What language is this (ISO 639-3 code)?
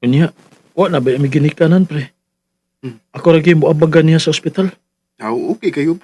ceb